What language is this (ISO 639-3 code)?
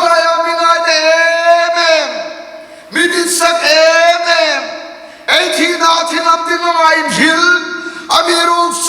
hmr